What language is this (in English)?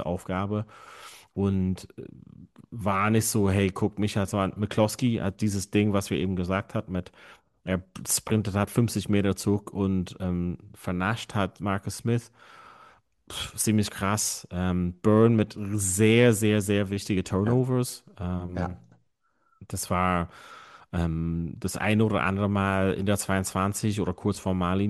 German